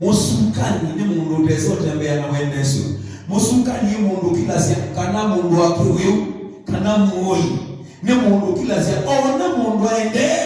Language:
Kamba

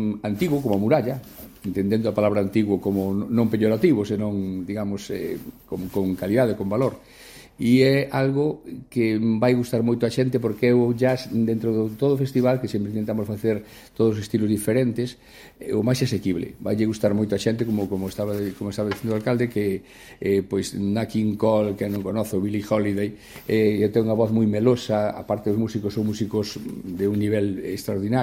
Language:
Galician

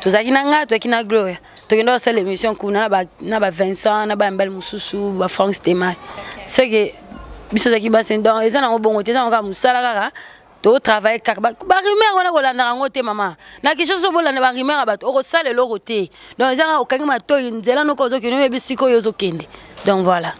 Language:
Lingala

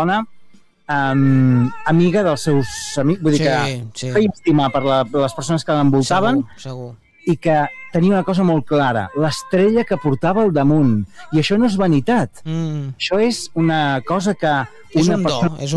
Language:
Catalan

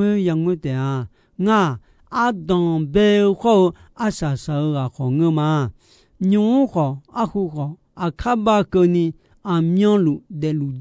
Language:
Akha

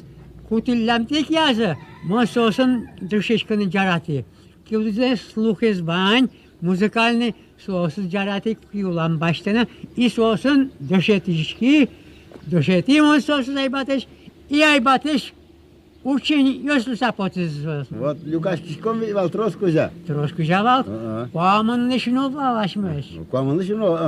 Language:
Udmurt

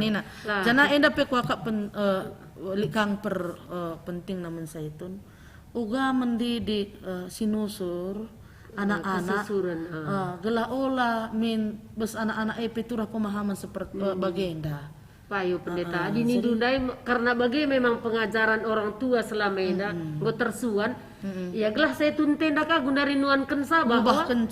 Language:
Batak Karo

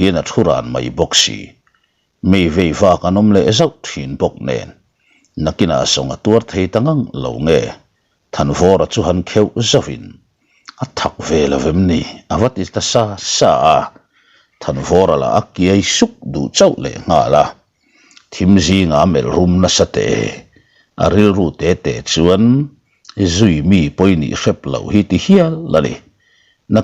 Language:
Mizo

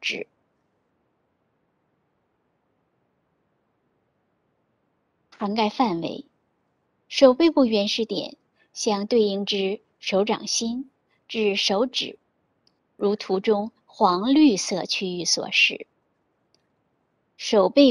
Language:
Chinese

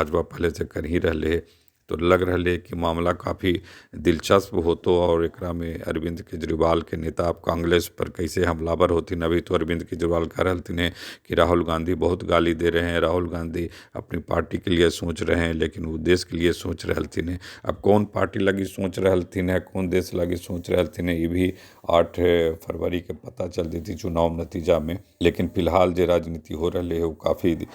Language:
Magahi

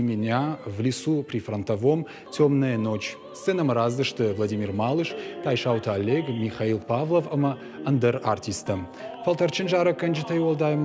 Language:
Ossetic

